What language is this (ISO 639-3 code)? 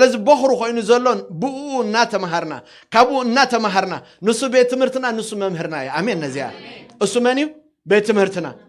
tir